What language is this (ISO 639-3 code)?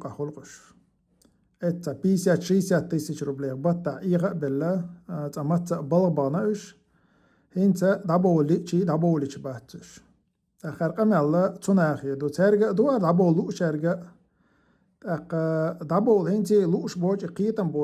che